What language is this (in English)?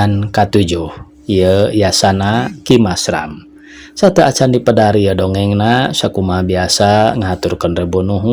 Sundanese